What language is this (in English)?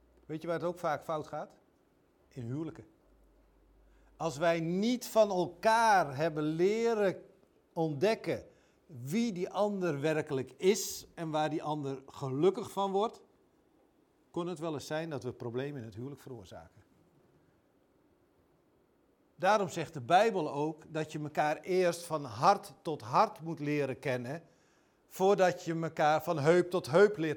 Dutch